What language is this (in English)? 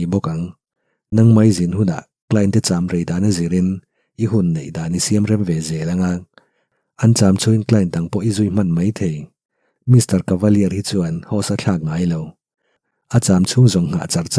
Mizo